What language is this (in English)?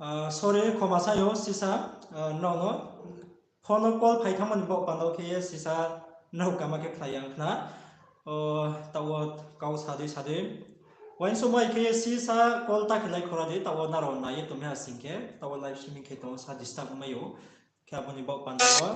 Riang (India)